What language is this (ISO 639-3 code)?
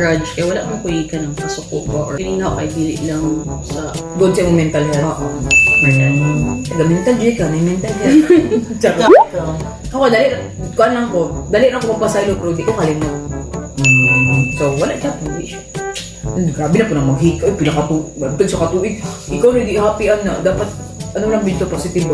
ceb